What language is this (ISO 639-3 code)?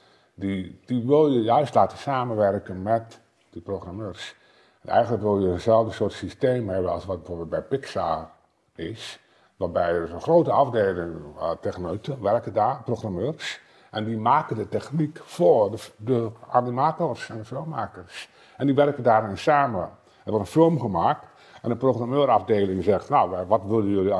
nld